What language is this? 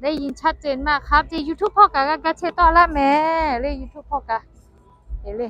Lahu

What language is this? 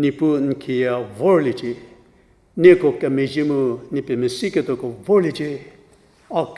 Angami Naga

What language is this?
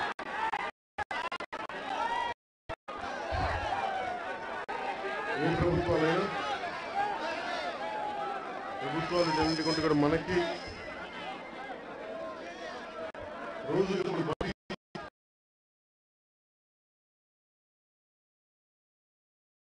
Telugu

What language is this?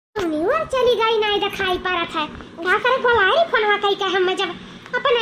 Awadhi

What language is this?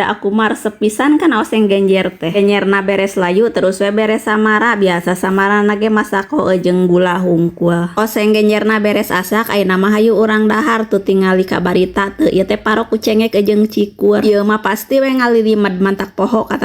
Sundanese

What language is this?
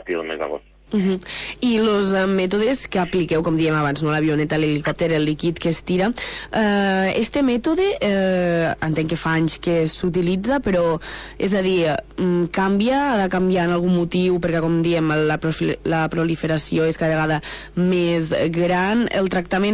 Catalan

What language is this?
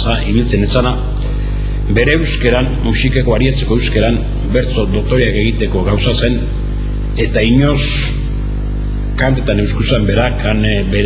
Basque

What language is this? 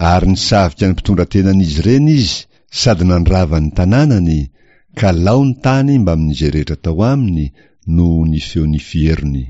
Malagasy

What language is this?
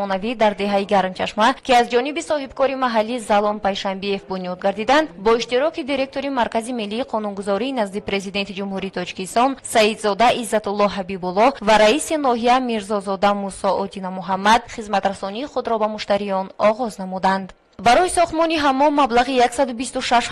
Tajik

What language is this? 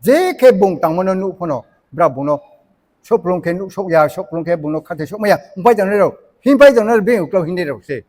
Riang (India)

